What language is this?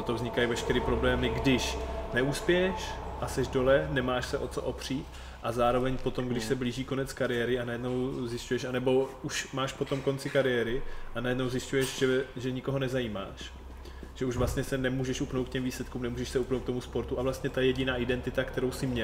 Czech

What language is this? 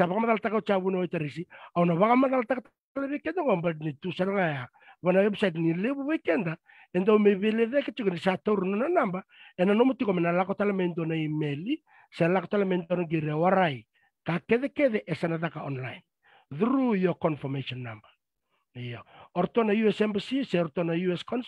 Fijian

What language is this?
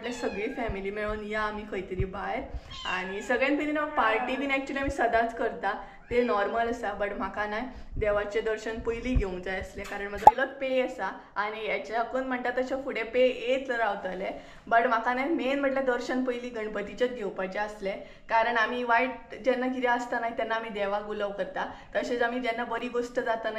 Konkani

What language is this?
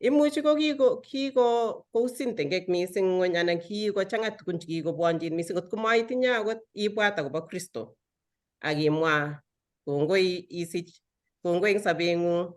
Kalenjin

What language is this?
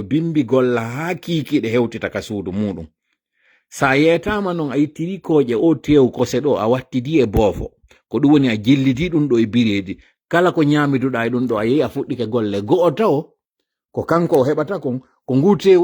Fula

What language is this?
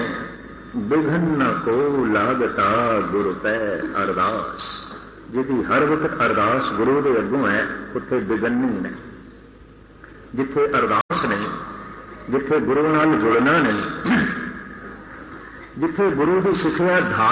Punjabi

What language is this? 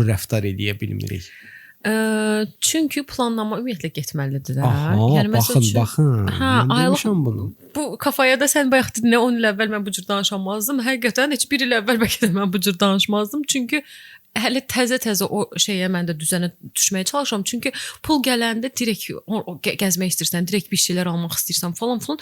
Azerbaijani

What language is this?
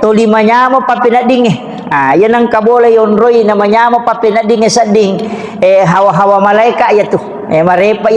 Buginese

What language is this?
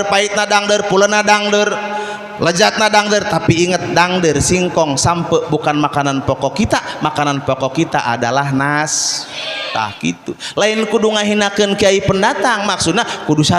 Sundanese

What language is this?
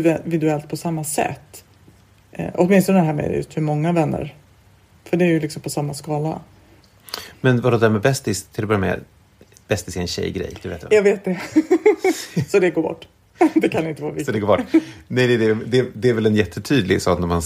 Swedish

